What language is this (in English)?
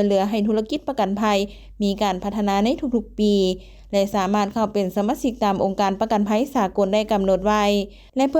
Lao